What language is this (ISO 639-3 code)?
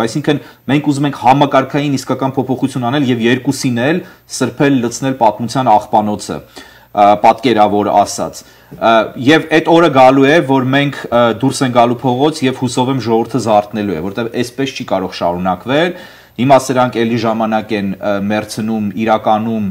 hye